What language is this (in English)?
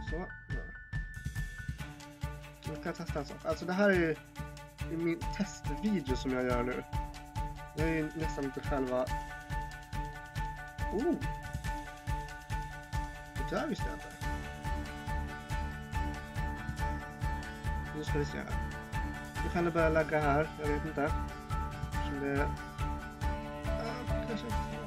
Swedish